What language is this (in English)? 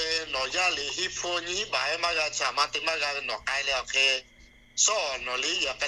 Lahu